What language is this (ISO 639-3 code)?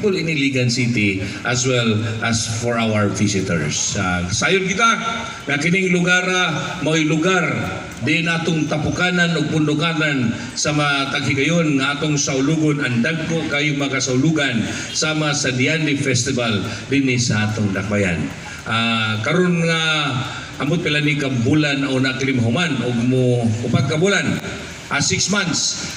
ceb